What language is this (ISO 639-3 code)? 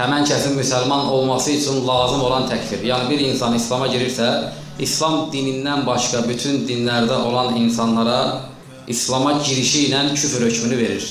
aze